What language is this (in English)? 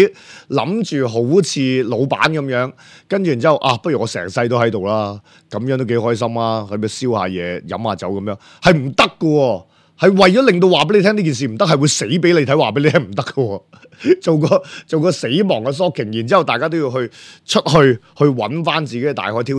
Cantonese